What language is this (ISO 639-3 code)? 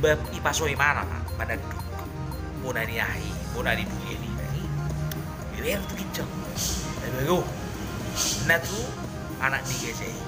bbc